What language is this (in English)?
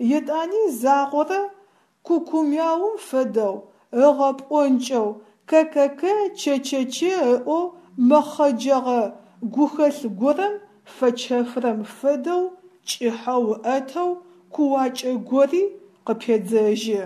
Adyghe